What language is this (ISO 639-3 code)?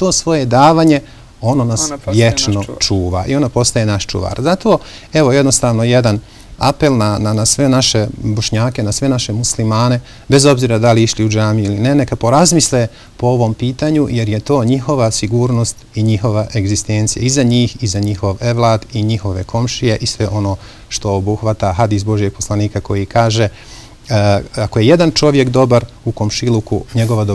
bos